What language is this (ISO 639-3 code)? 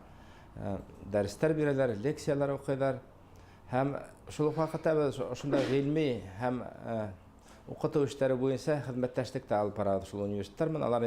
bak